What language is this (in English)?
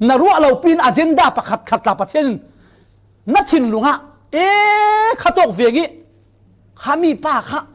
Falam Chin